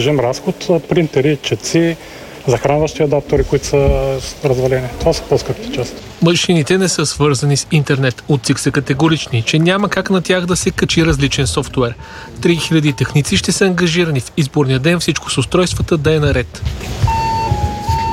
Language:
Bulgarian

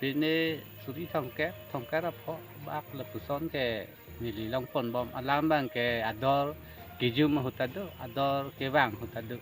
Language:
Karbi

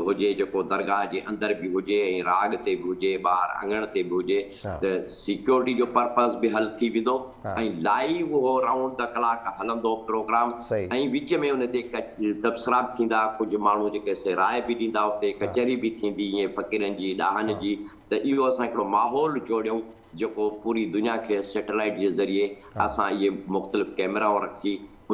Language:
Sindhi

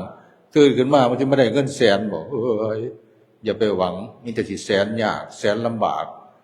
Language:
Northeastern Thai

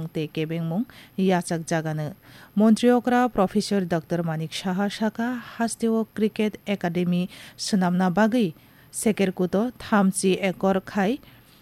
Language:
Kok Borok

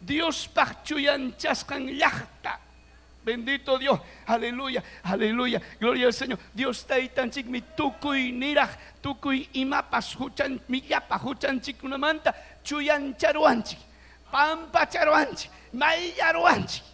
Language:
Ayacucho Quechua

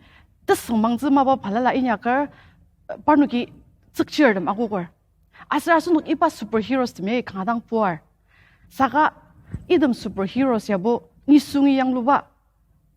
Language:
Ao Naga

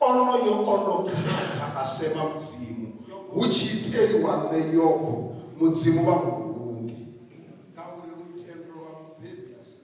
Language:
Venda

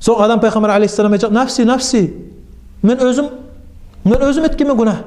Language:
Kumyk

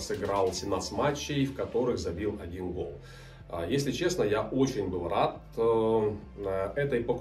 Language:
Russian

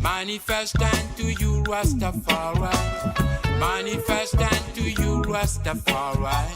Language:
Morisyen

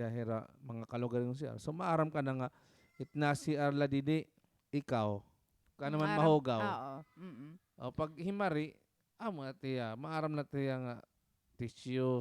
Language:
Waray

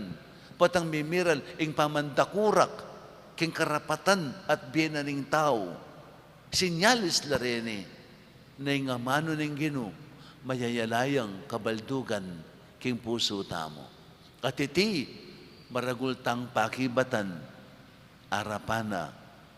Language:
Pampanga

